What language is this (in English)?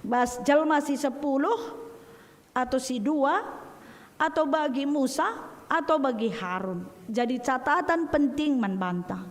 Batak Karo